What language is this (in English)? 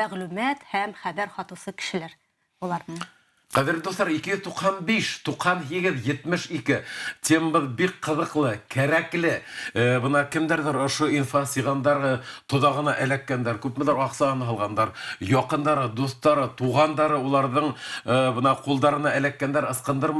Bashkir